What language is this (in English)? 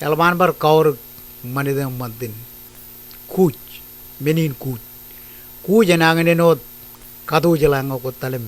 Marshallese